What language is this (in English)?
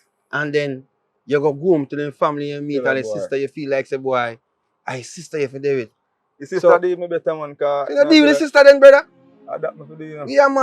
Jamaican Creole English